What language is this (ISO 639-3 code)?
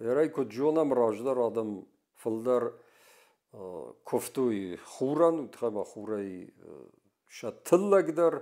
oss